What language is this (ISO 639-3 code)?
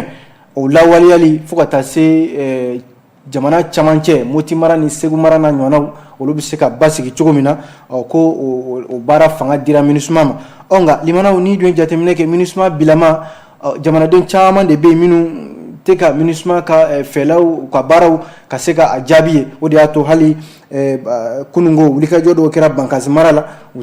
bam